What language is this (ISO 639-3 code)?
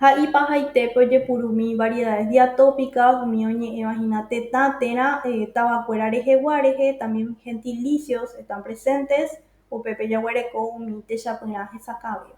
grn